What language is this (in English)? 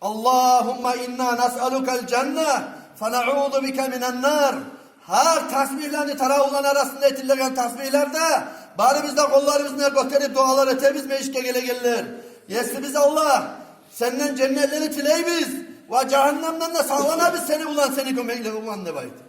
Kumyk